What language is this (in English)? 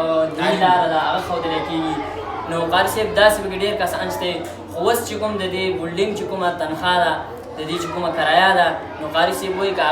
Pashto